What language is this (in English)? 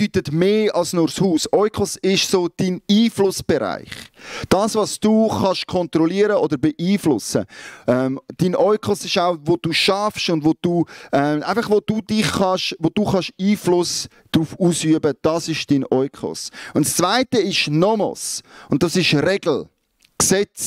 Swiss German